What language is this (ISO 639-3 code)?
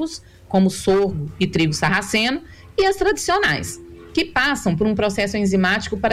por